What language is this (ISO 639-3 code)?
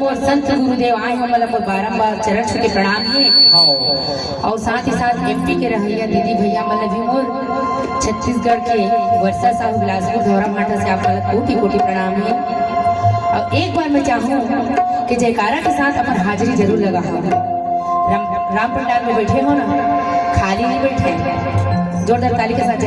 hne